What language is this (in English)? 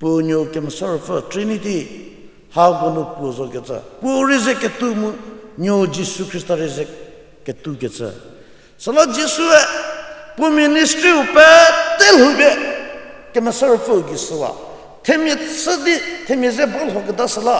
Angami Naga